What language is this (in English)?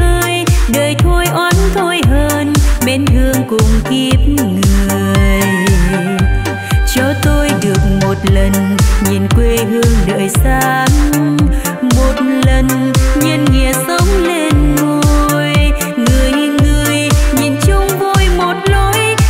Vietnamese